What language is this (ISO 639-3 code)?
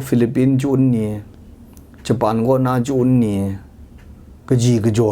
kac